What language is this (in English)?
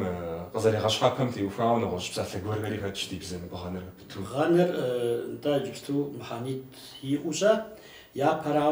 Kabardian